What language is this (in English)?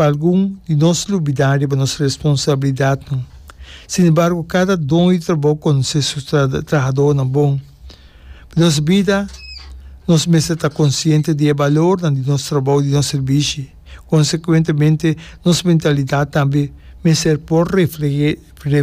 Papiamento